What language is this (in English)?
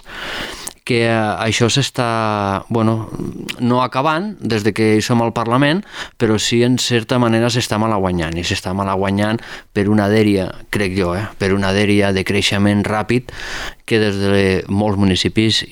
Catalan